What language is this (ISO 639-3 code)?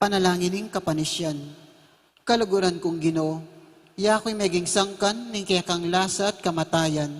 pam